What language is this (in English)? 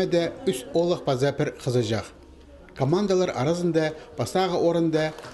Khakas